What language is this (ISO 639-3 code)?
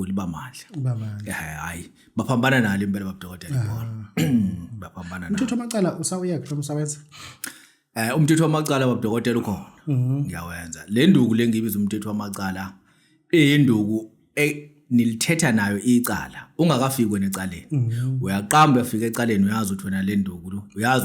zul